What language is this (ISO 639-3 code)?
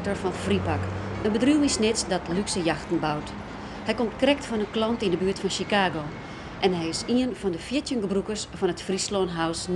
fry